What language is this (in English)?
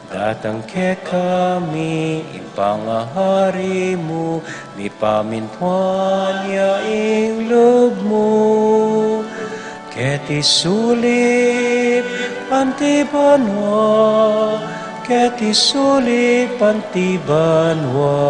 Pampanga